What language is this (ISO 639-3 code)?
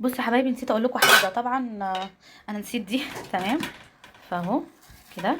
arz